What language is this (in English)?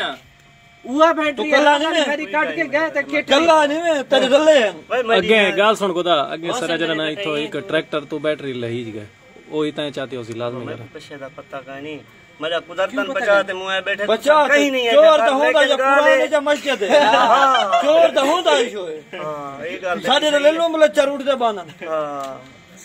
Saraiki